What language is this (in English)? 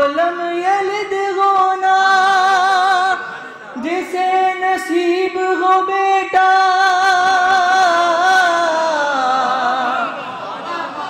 Urdu